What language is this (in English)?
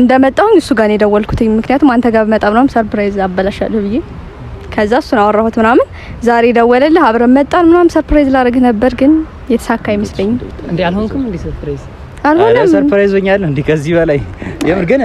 Amharic